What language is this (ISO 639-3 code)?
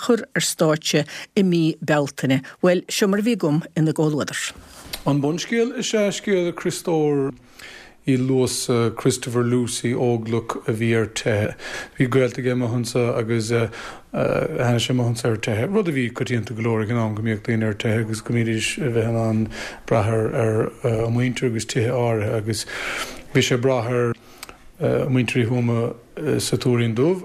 gle